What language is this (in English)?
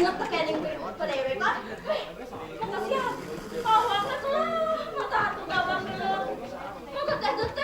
Balinese